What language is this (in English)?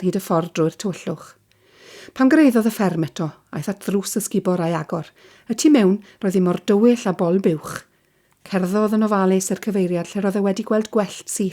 Welsh